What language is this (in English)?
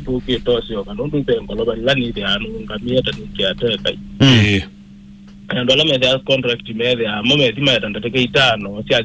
Kamba